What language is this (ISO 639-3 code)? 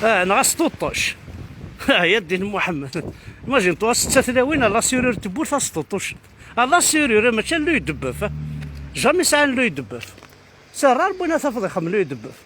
kab